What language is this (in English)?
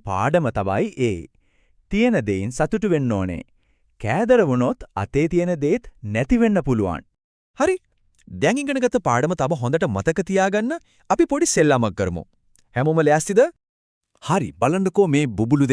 Sinhala